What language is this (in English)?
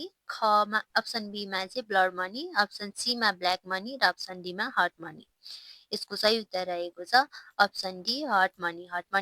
Nepali